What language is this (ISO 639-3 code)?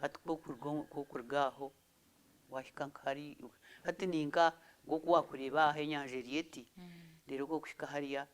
nyn